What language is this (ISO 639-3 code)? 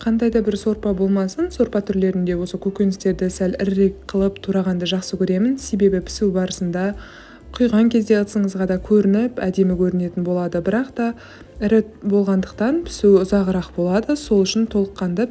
kaz